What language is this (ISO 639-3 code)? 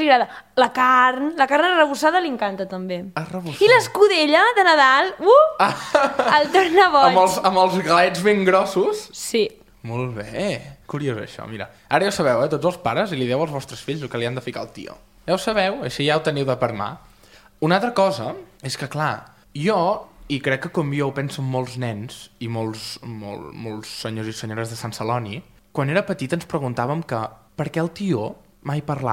cat